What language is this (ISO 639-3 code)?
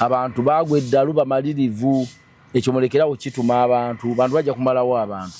lug